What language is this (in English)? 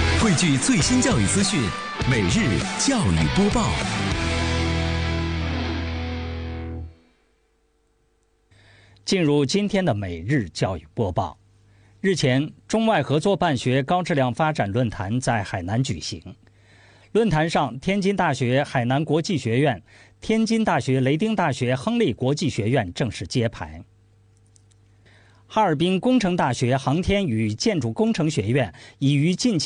Chinese